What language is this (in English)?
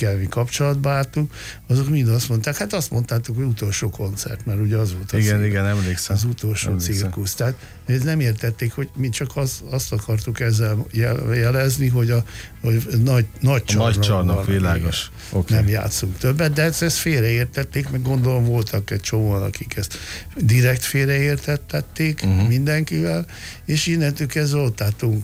Hungarian